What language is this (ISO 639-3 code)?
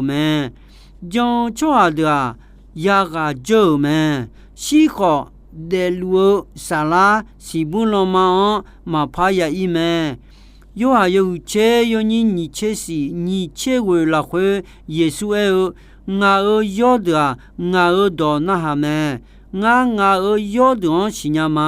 ahk